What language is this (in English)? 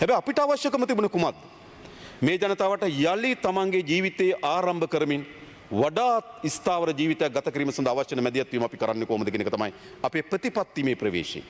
Sinhala